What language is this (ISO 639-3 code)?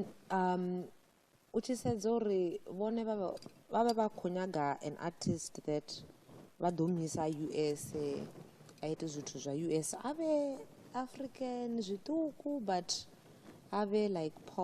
ven